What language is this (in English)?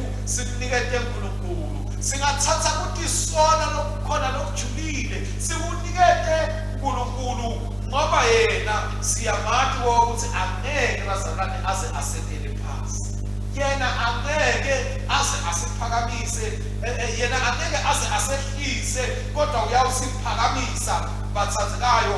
Swati